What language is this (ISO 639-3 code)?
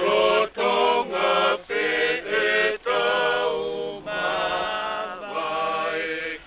ton